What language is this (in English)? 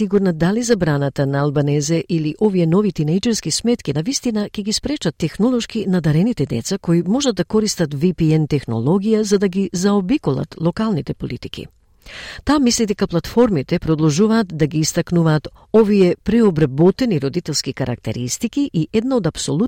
Macedonian